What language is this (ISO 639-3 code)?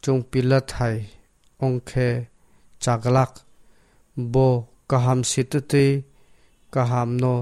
trp